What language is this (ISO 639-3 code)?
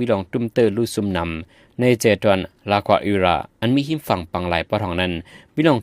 shn